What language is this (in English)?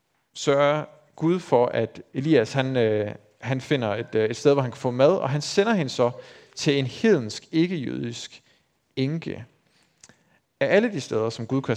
Danish